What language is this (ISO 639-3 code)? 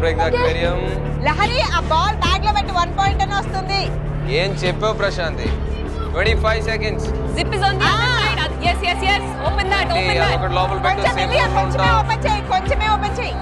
tel